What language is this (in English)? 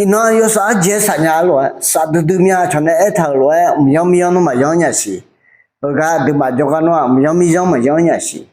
Akha